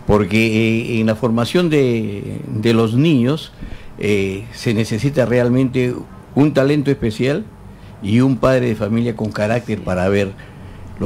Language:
Spanish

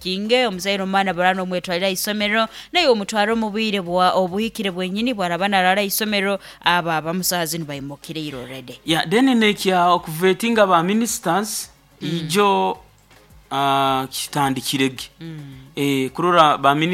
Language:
Nyoro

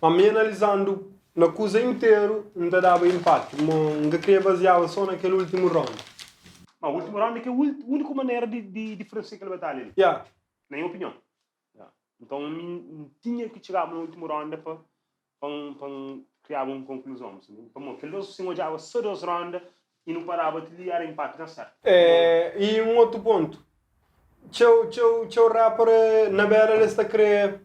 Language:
Kabuverdianu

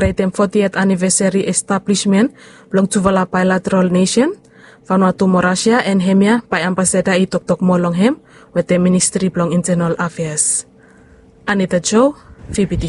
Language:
Bislama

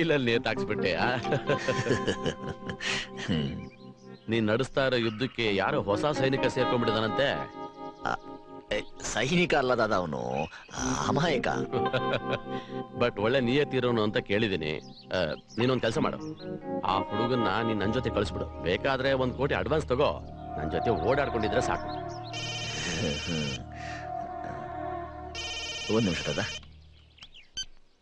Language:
Kannada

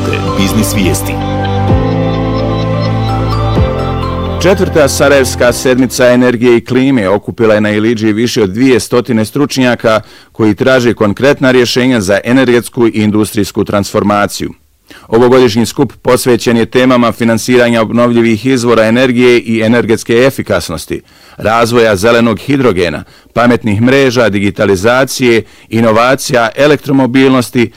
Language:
Bosnian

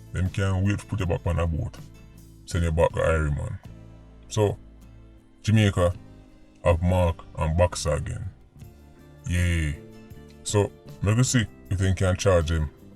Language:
Jamaican Creole English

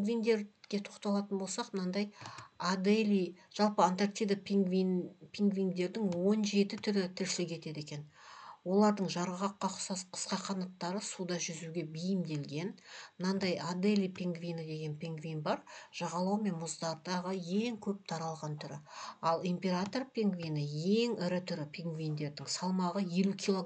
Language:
Kazakh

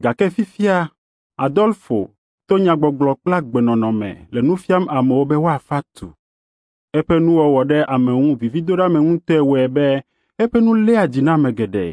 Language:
Ewe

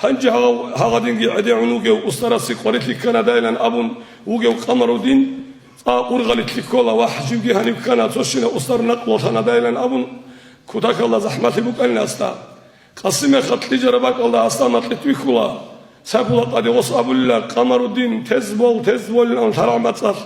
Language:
Avaric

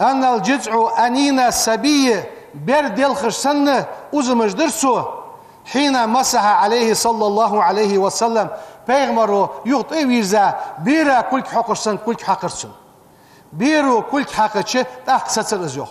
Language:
Ingush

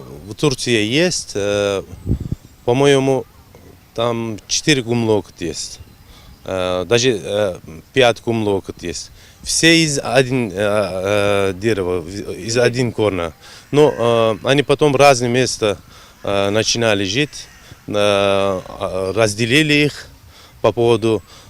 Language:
Abkhazian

